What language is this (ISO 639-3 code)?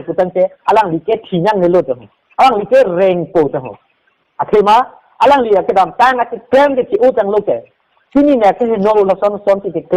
mjw